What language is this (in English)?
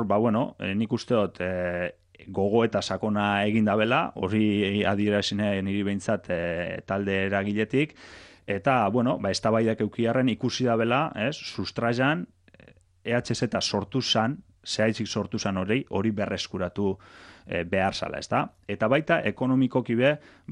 Basque